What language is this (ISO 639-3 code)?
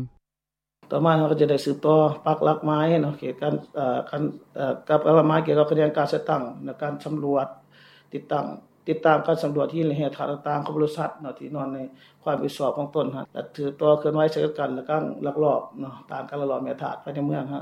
lao